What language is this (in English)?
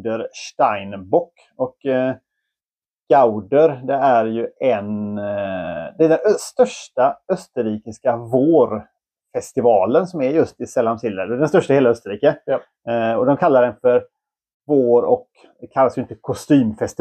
Swedish